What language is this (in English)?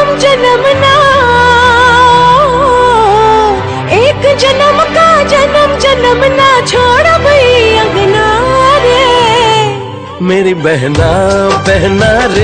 Bhojpuri